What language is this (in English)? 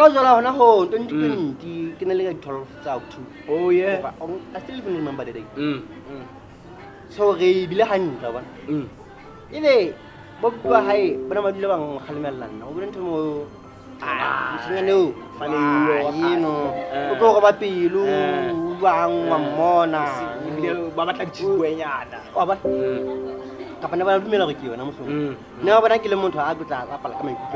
Southern Sotho